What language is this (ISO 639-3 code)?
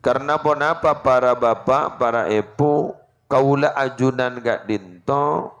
mad